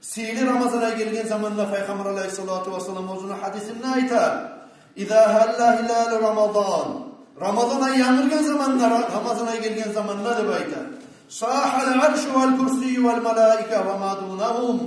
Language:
Kumyk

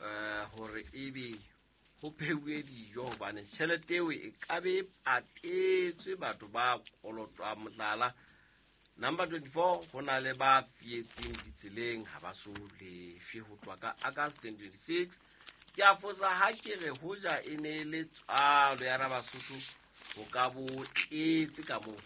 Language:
Southern Sotho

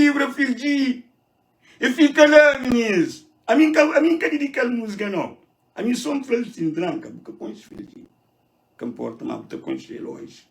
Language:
Kabuverdianu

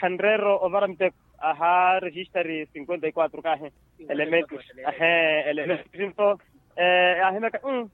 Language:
Makhuwa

